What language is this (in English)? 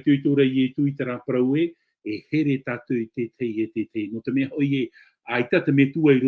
Tahitian